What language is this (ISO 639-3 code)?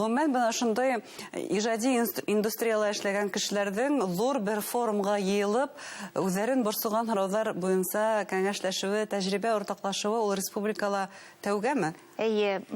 bak